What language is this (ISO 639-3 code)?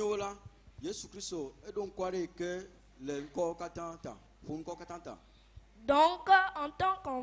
ewe